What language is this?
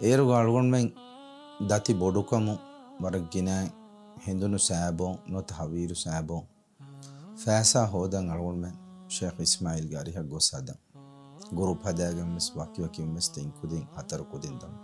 Divehi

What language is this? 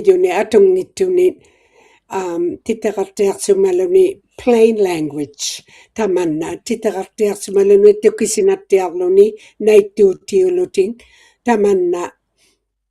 Inuktitut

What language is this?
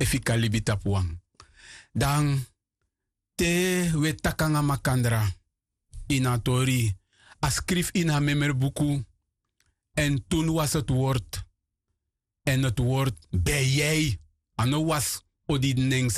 Sranan Tongo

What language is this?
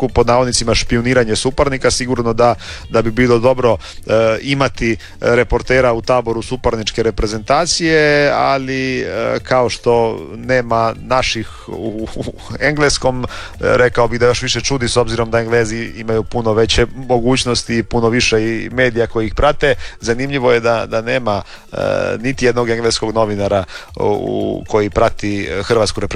Croatian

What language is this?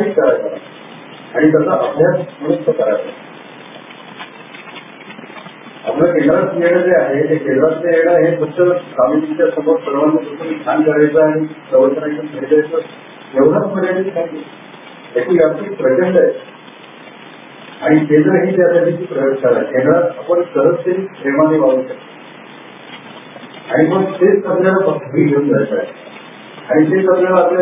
Marathi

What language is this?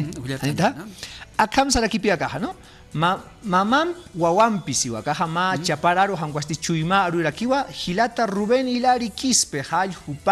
Aymara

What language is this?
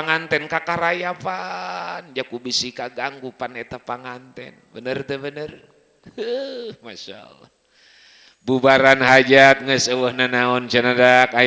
Sundanese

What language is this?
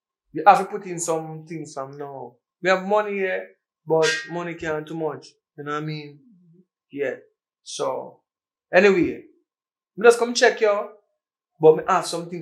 Jamaican Creole English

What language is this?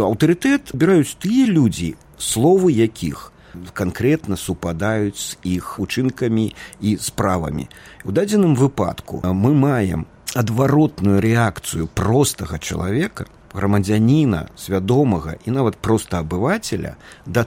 Belarusian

